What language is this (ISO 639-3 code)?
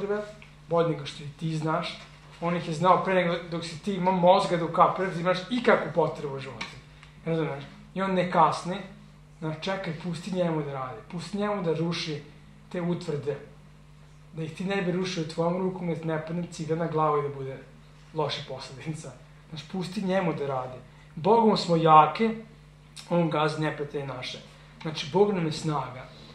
srp